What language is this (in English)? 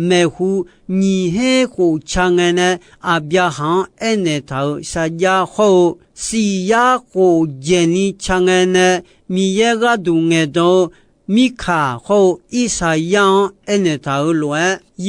Akha